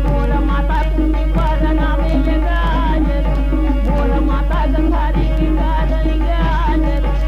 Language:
Chhattisgarhi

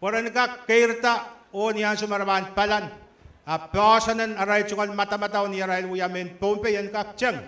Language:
Pohnpeian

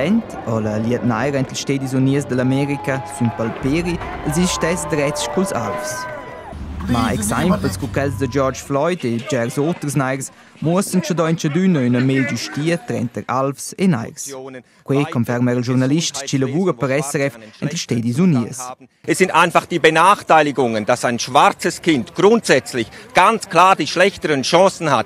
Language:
Romansh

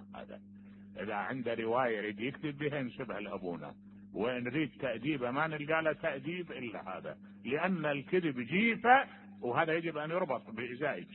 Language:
Mesopotamian Arabic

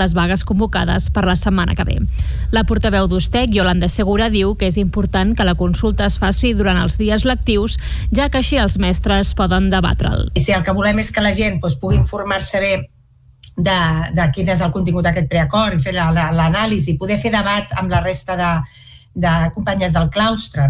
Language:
Catalan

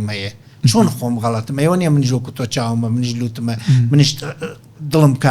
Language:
Central Kurdish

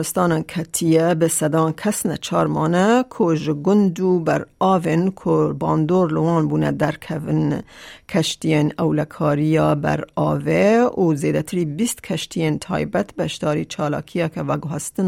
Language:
Kurdish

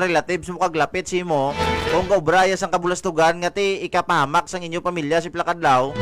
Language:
Hiligaynon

